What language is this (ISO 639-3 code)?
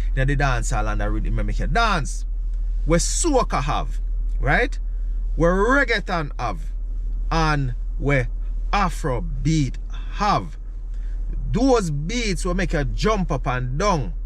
jam